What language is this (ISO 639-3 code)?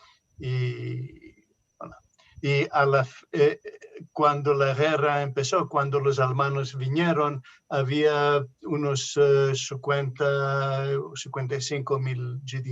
lad